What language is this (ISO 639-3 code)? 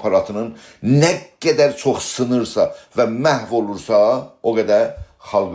azb